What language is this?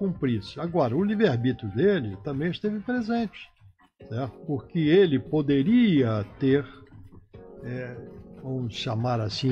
Portuguese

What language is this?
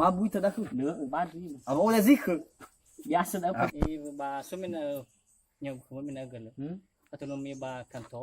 Nias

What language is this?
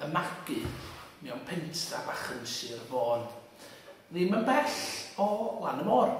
Welsh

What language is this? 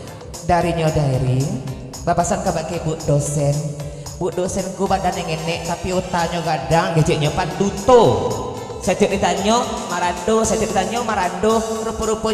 Minangkabau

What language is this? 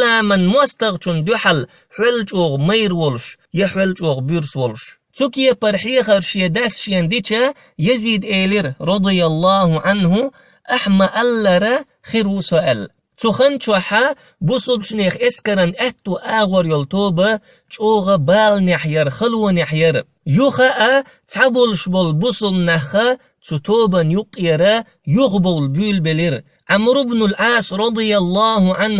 Chechen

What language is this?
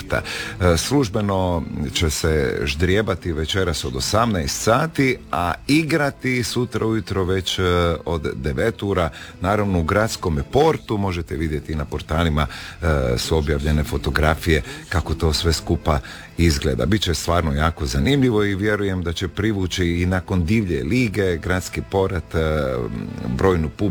Croatian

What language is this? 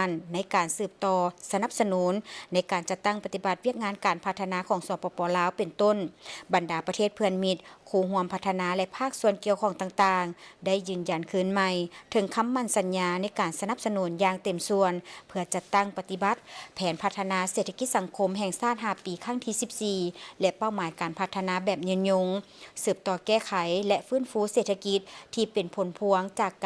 Lao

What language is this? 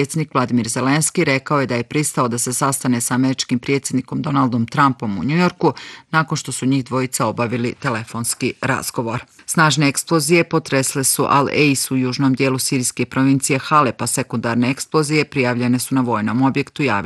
Bosnian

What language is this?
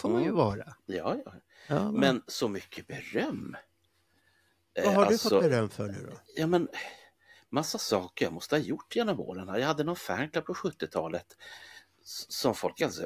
Swedish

